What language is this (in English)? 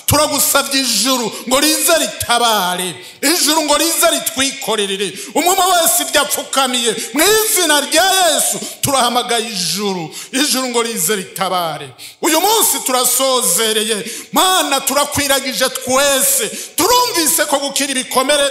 Rundi